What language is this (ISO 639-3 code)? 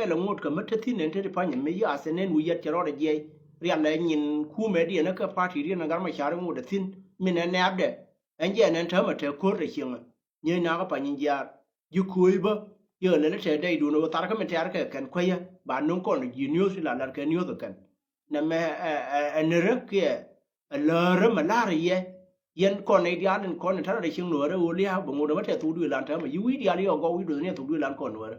nus